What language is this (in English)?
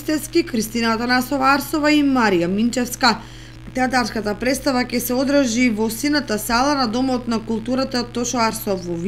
Macedonian